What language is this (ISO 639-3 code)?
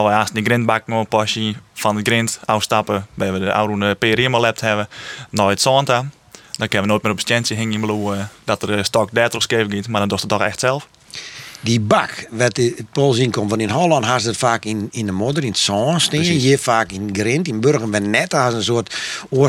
fry